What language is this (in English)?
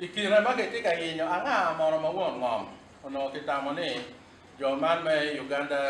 Acoli